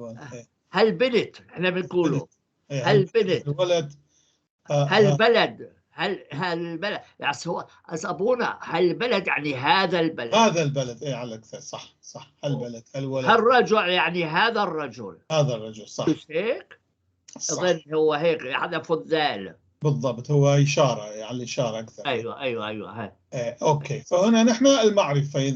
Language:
North Levantine Arabic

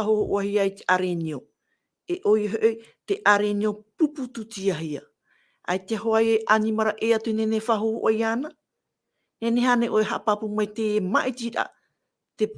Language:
Tahitian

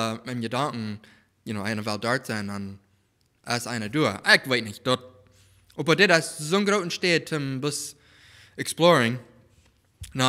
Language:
Plautdietsch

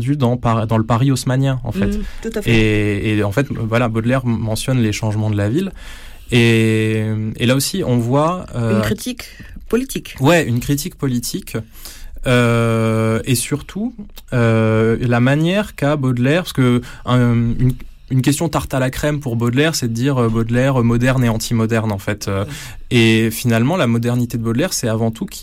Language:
French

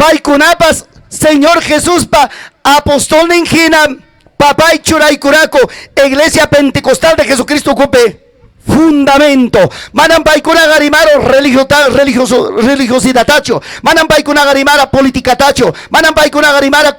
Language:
Ayacucho Quechua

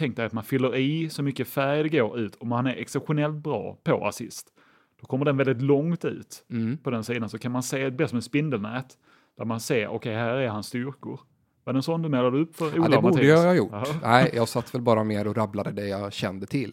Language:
Swedish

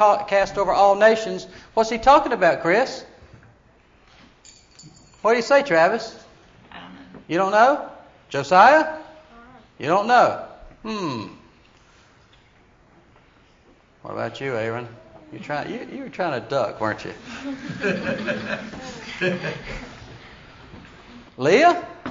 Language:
English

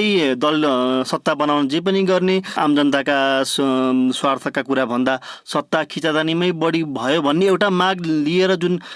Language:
Nepali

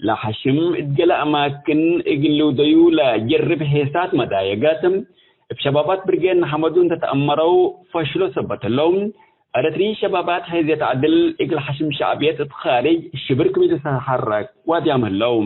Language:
Tigre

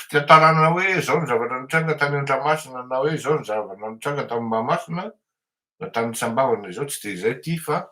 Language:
Malagasy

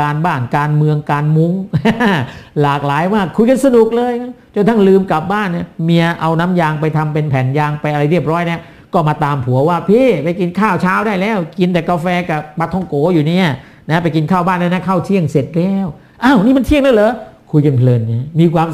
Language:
Thai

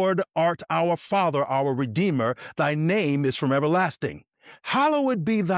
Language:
English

